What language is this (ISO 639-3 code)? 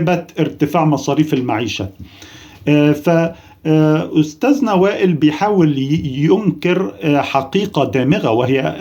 arz